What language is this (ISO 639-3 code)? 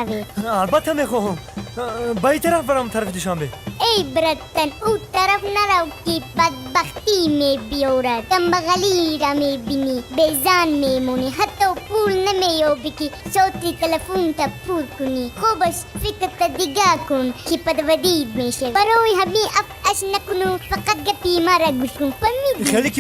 tgk